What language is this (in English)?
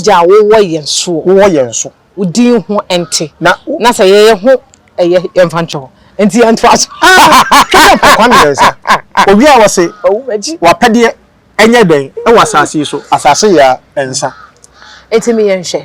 Akan